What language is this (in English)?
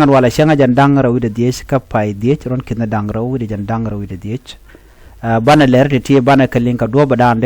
Nuer